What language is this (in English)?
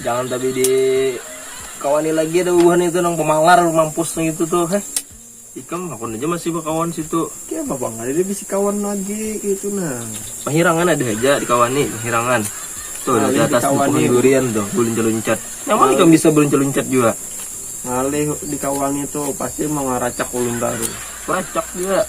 Banjar